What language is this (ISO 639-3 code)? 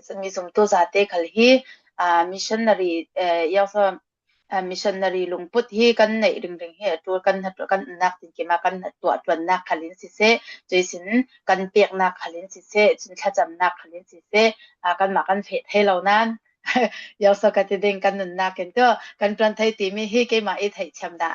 cfm